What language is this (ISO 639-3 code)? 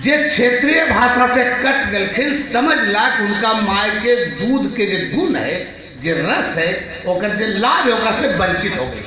mag